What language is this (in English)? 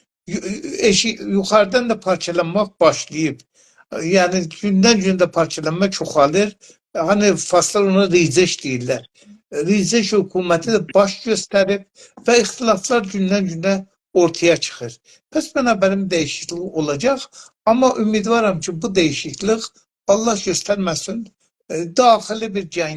South Azerbaijani